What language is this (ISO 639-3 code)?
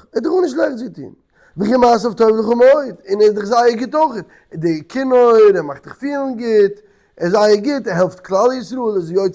yid